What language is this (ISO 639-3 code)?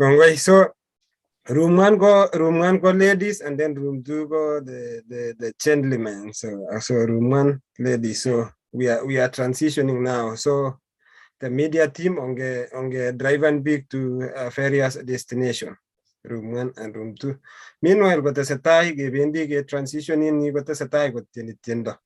kln